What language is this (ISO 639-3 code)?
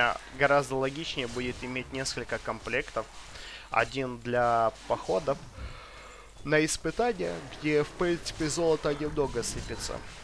rus